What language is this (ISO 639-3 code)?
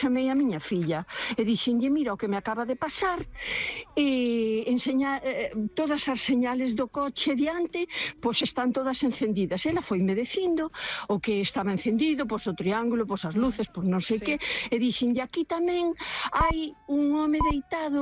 glg